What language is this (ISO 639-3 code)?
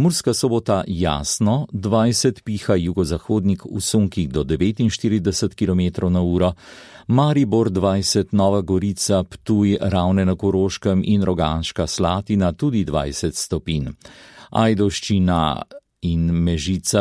slv